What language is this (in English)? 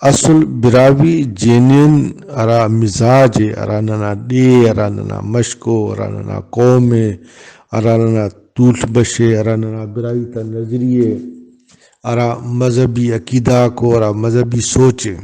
Brahui